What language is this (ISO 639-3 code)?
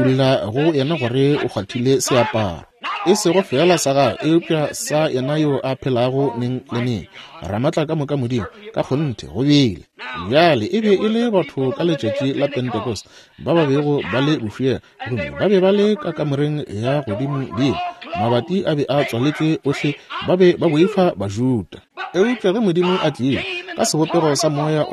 nso